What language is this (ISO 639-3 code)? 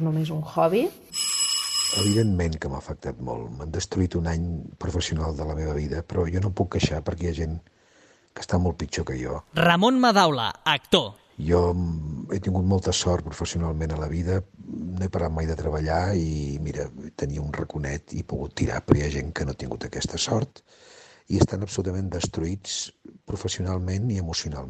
cat